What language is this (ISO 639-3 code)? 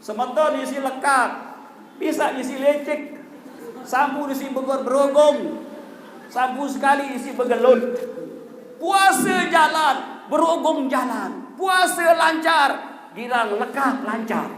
sas